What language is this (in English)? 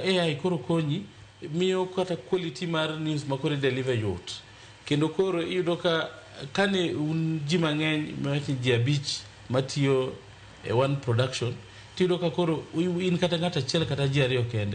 Luo (Kenya and Tanzania)